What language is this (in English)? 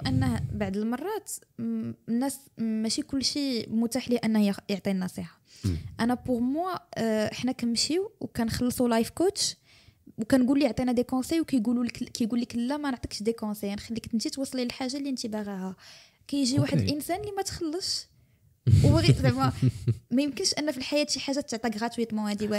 Moroccan Arabic